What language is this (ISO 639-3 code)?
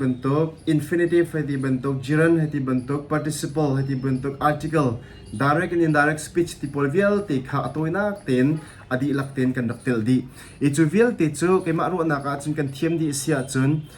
cnh